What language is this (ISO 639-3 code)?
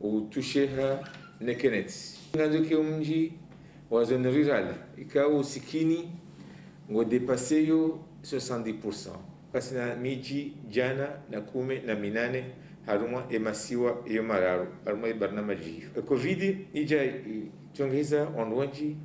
zdj